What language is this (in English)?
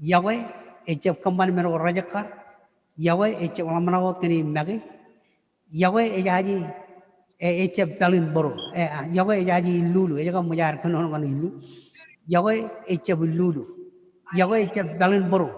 Marshallese